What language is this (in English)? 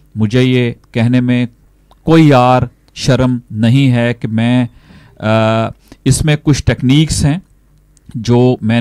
Urdu